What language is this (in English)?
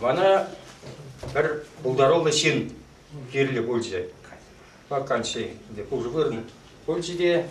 Chuvash